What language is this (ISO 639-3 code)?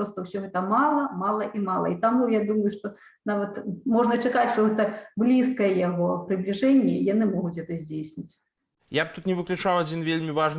bel